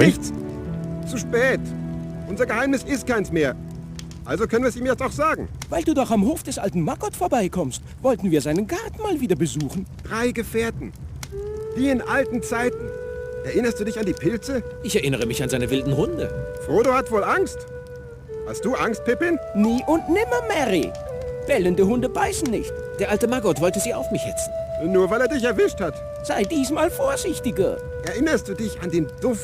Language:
Bavarian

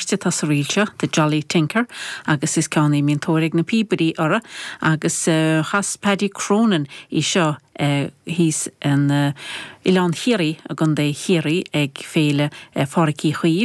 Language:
Irish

